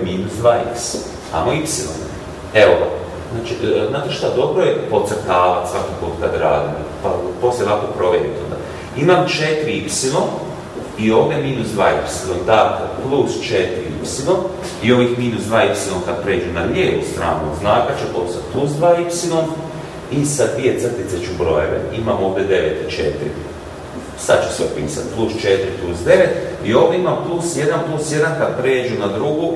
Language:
Croatian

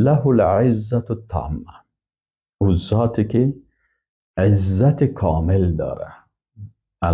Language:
Persian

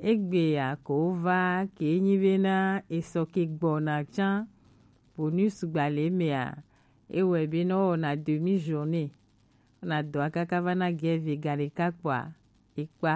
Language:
Gen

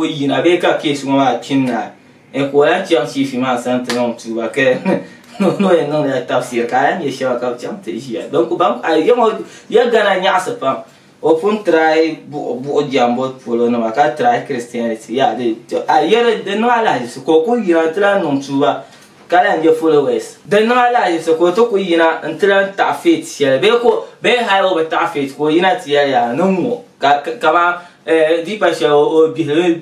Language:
Dagbani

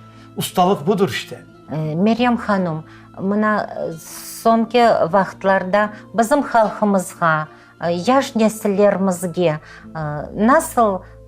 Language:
Crimean Tatar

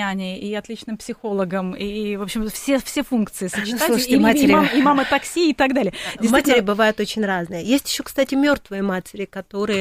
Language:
Russian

